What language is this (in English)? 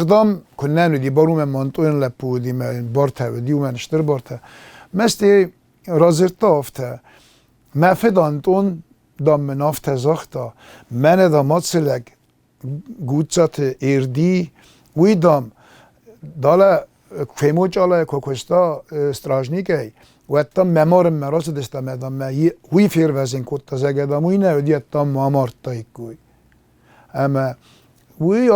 Ossetic